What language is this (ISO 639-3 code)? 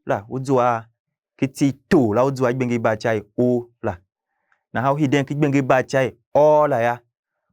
tiv